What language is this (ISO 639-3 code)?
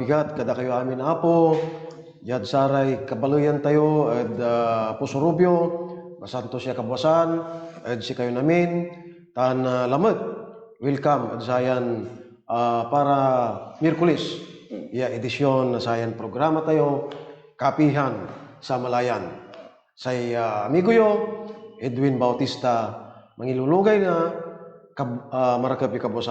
pag